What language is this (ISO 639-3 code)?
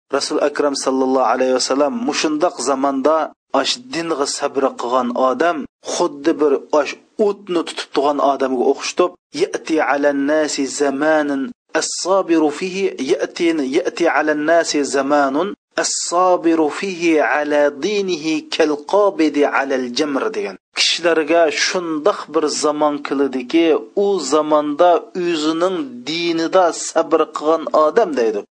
uig